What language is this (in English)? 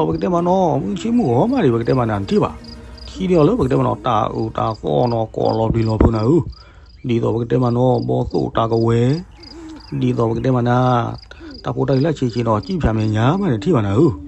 S'gaw Karen